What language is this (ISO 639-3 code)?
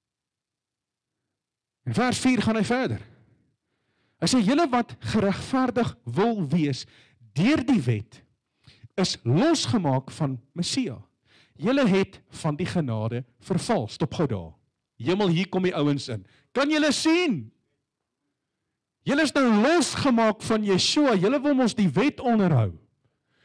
afr